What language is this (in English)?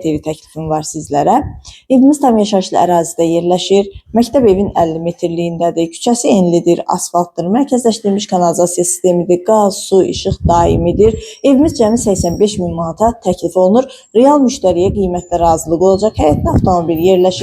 Azerbaijani